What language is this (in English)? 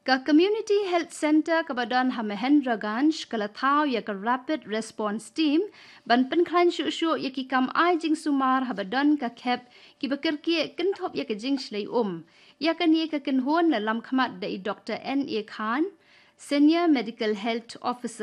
Khasi